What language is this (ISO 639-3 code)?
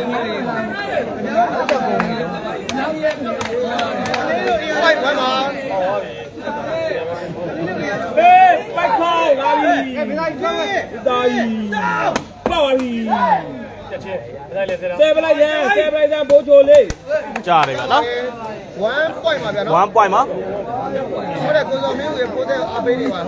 mya